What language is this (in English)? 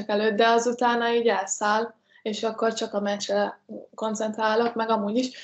Hungarian